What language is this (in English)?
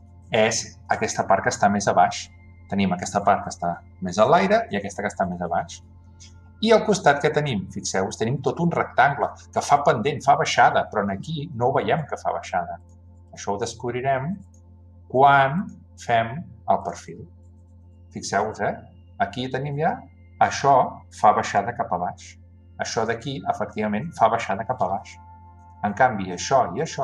Catalan